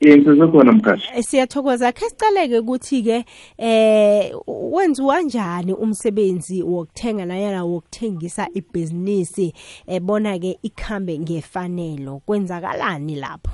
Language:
South Ndebele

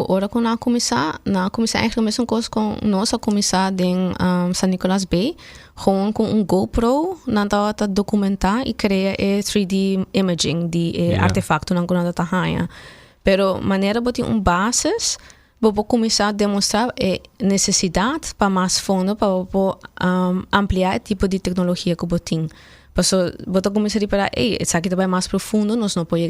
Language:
Papiamento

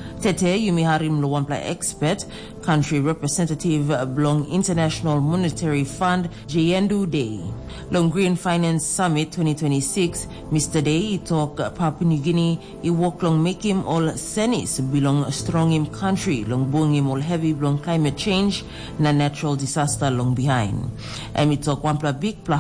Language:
Tok Pisin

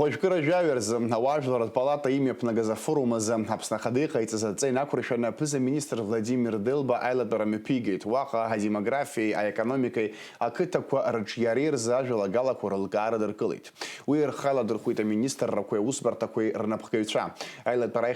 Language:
Abkhazian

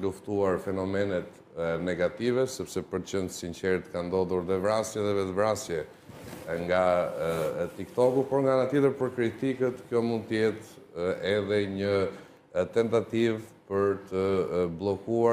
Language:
Albanian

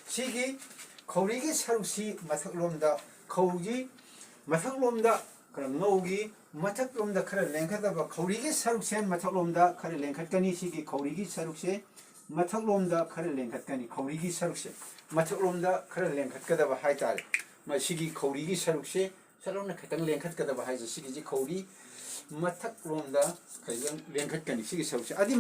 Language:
Manipuri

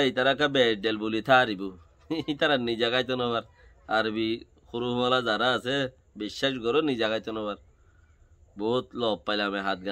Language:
Rohingya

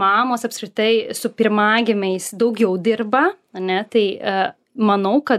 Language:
Lithuanian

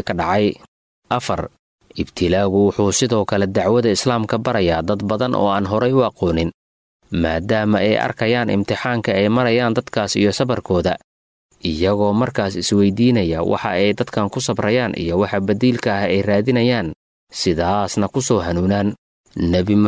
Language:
Somali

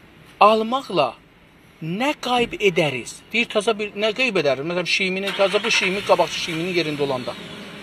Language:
South Azerbaijani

